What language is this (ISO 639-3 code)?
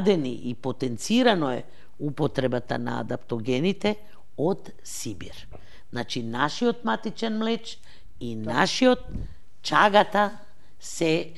mkd